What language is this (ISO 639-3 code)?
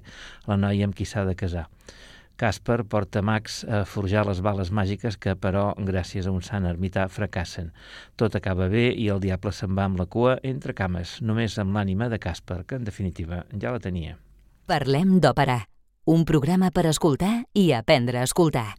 cat